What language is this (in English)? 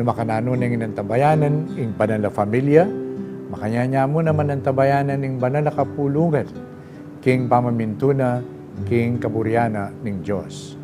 Pampanga